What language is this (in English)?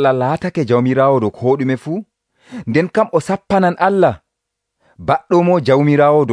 Nigerian Fulfulde